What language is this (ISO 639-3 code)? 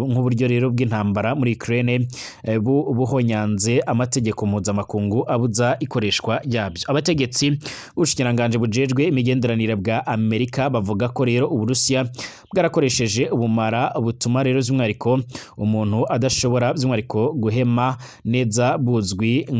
run